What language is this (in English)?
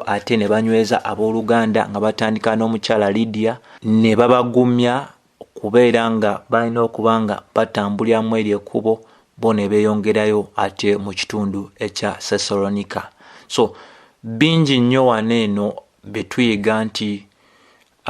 Ganda